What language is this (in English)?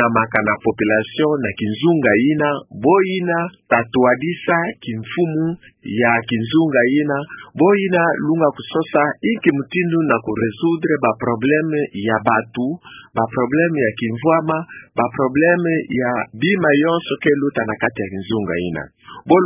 Kituba (Democratic Republic of Congo)